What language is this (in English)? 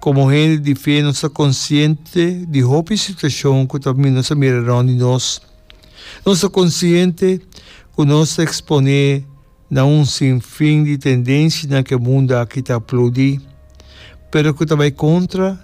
Papiamento